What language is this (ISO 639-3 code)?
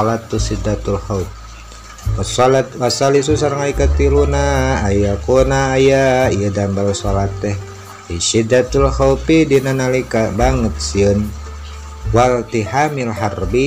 sun